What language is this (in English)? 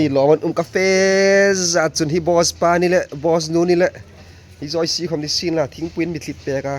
Hmar